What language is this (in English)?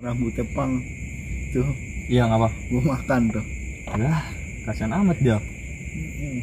Betawi